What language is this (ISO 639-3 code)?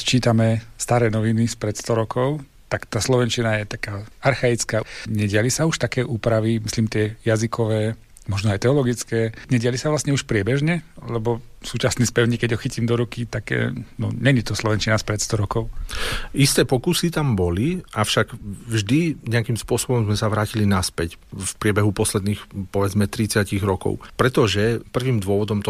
slk